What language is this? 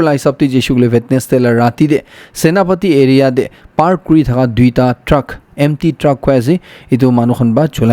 Naga Pidgin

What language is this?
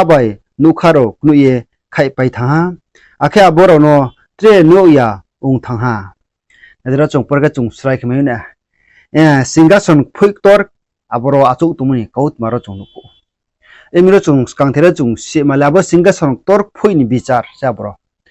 Riang (India)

